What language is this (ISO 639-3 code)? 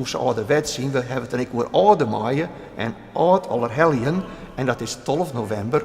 fry